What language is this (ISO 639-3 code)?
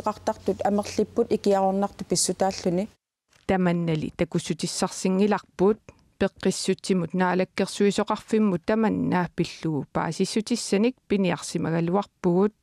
kal